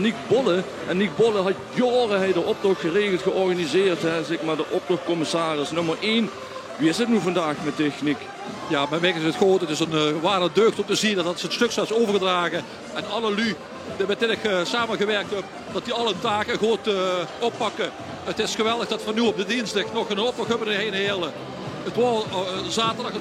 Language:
Limburgish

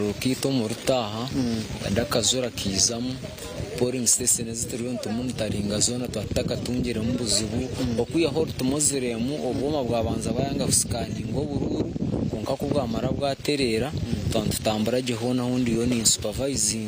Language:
Nyankole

